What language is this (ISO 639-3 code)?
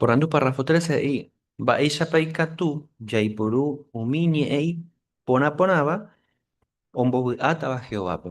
grn